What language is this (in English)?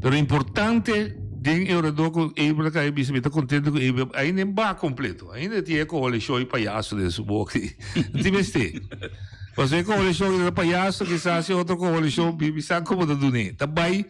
Papiamento